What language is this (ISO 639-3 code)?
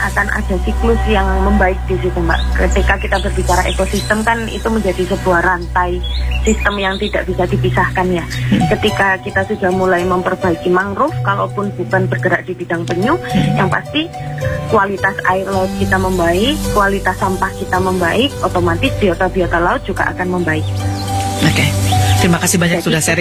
ind